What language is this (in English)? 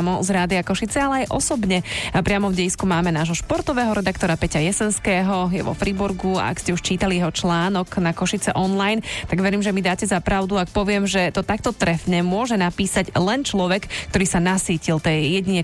Slovak